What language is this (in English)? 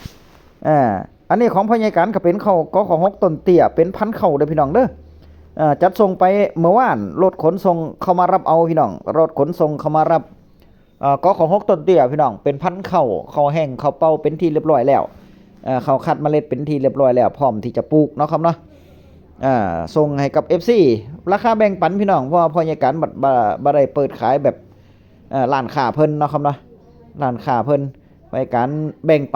Northeastern Thai